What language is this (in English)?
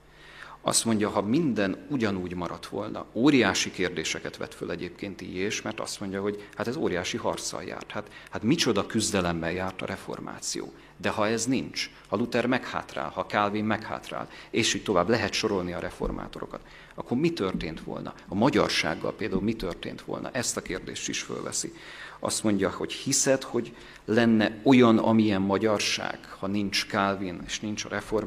Hungarian